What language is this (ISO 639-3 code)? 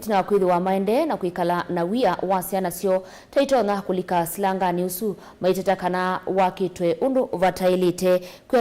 kam